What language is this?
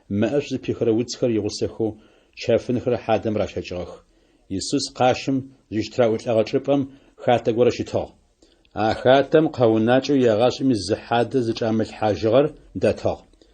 Adyghe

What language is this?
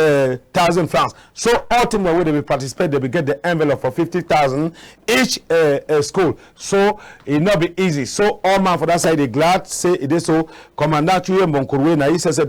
Cameroon Pidgin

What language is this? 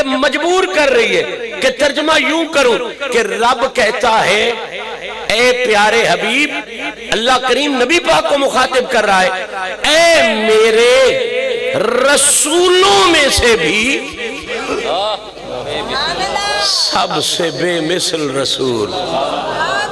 Urdu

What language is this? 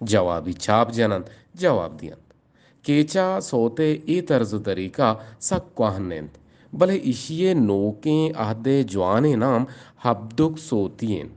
Eastern Balochi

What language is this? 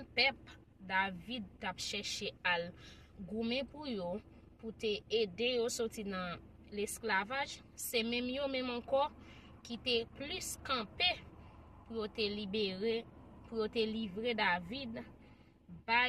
Haitian Creole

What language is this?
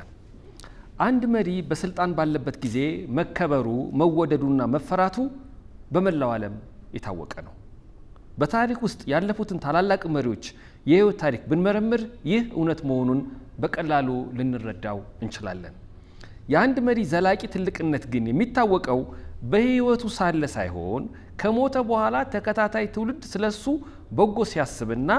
Amharic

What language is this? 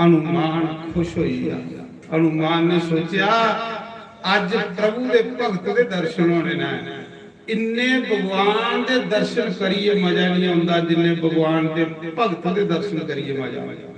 Dogri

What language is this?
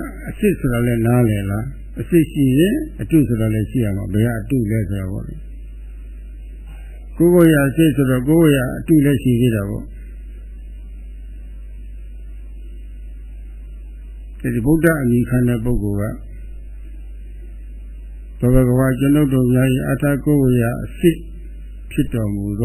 Burmese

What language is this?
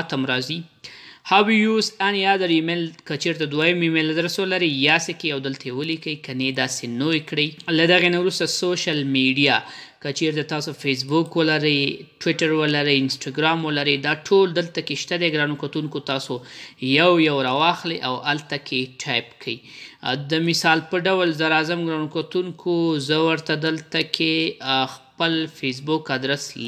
Pashto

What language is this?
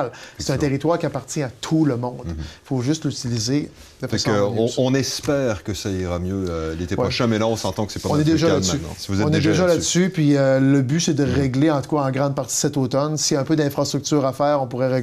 French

